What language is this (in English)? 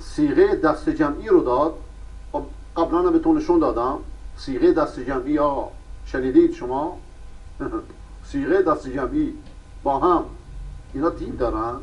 Persian